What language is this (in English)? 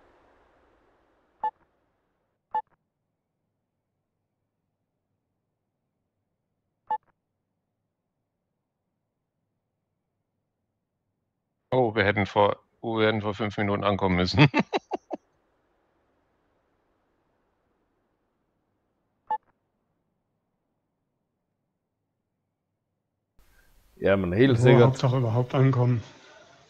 German